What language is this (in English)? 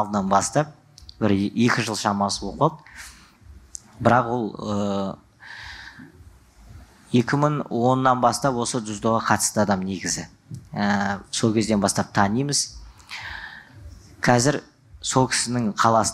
Kazakh